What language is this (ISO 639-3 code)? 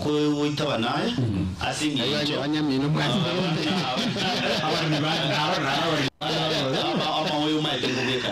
guz